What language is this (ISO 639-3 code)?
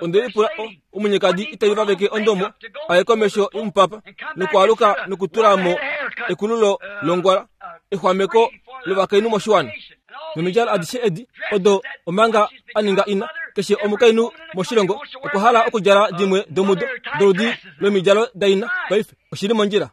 kua